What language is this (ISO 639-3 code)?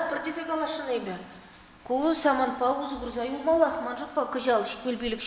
chv